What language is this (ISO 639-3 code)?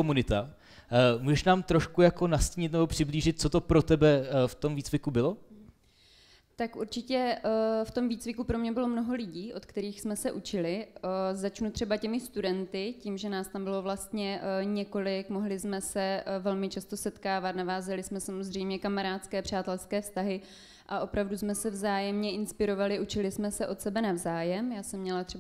ces